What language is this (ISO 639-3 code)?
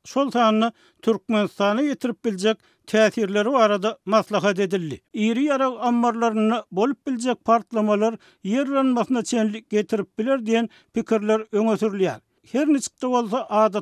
tuk